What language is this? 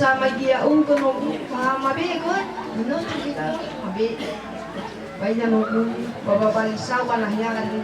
Nias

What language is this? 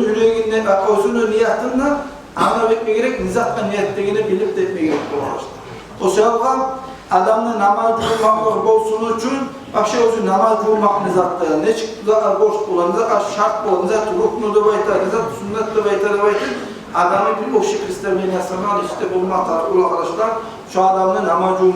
Kumyk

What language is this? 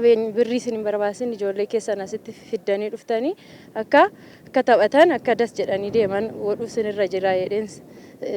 Oromo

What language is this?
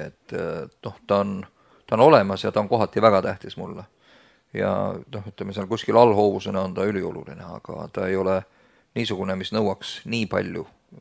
Estonian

